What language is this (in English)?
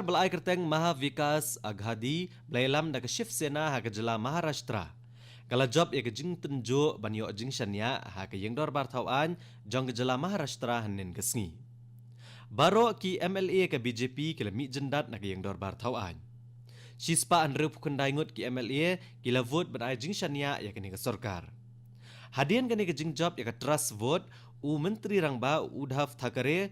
Khasi